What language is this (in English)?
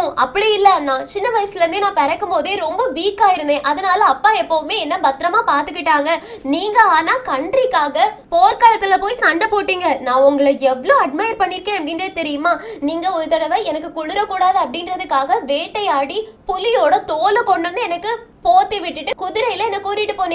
Tamil